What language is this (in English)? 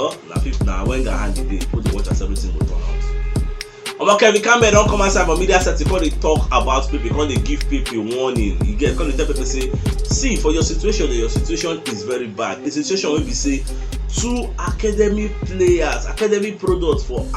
Nigerian Pidgin